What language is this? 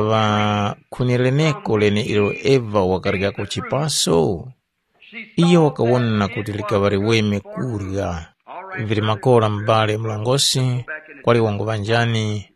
Tumbuka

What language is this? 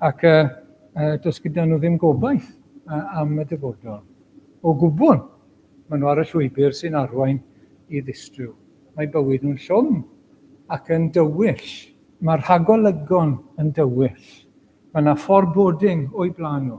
Welsh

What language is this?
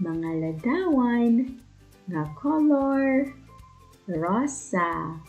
Waray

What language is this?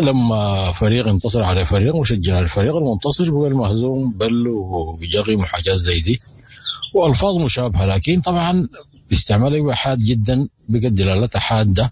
Sudanese Arabic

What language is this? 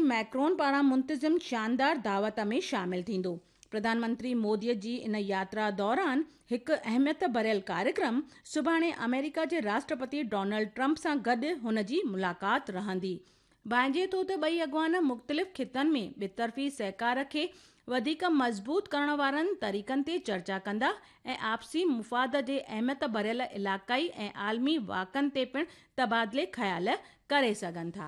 Sindhi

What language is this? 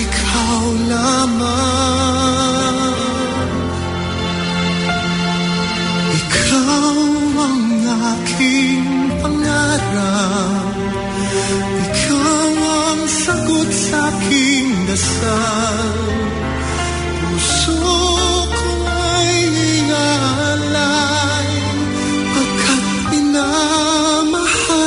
Filipino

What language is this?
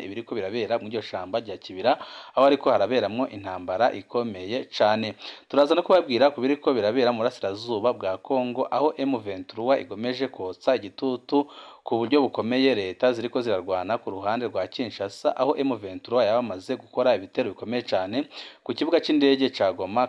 Rundi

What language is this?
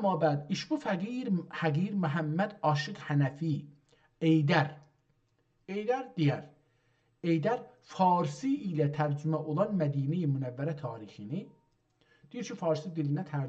South Azerbaijani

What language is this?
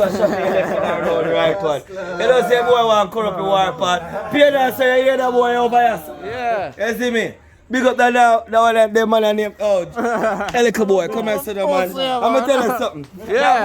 Jamaican Creole English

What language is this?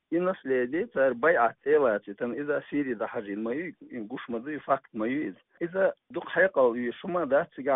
Chechen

